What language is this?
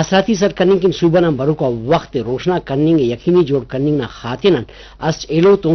Brahui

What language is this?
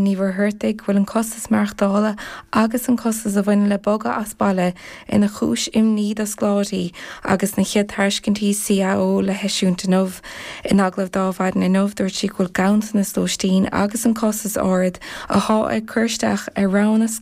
Irish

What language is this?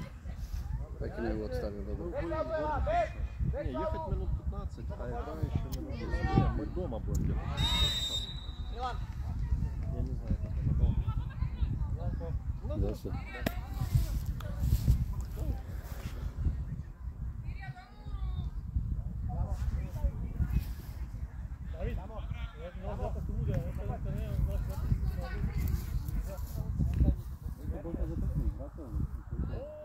Slovak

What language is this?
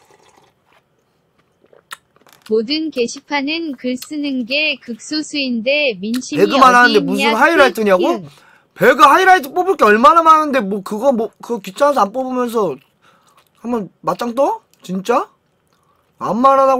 Korean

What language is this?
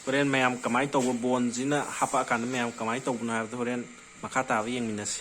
Manipuri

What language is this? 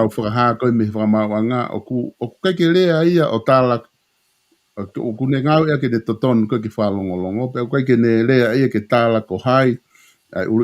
Tongan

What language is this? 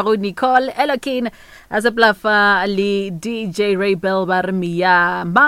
Northern Sotho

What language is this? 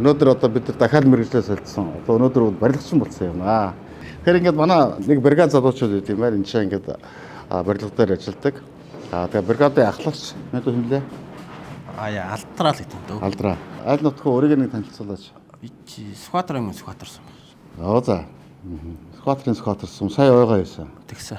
Mongolian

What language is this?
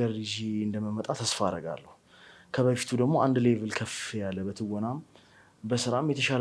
Amharic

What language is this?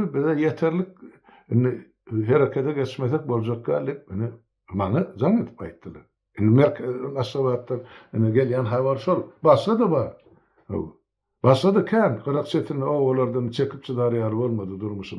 Turkmen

